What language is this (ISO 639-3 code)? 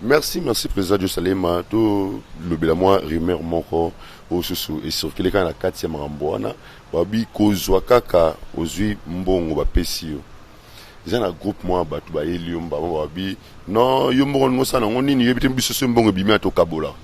lin